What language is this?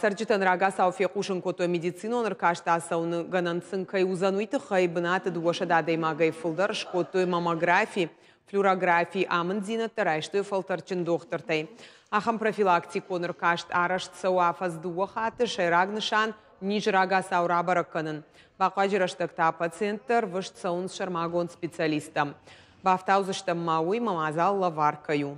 Ossetic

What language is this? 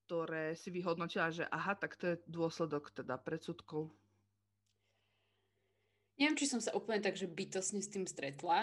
Slovak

